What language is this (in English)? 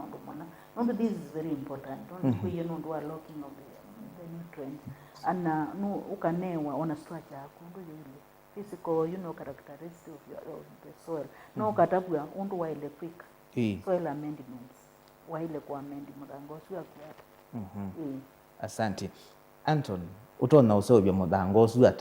Kamba